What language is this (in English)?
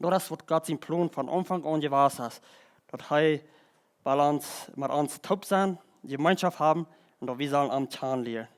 Plautdietsch